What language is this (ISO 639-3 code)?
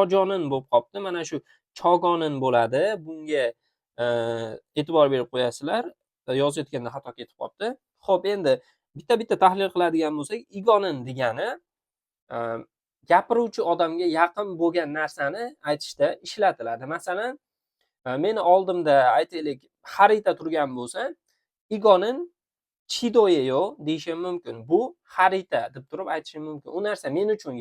uzb